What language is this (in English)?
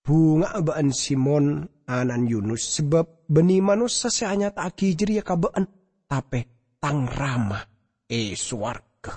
Madurese